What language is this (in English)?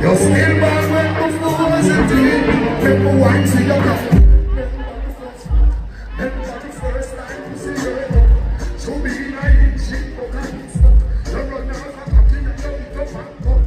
Jamaican Creole English